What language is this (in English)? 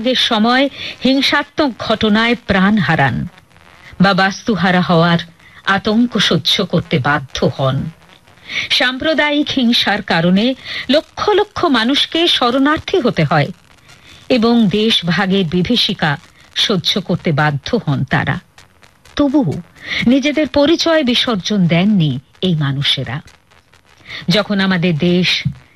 Bangla